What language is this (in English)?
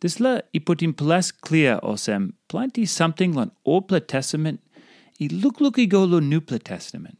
Tok Pisin